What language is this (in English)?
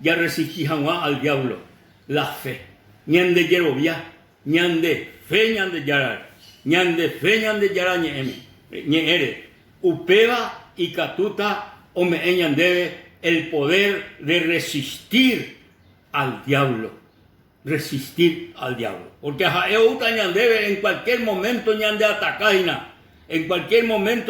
Guarani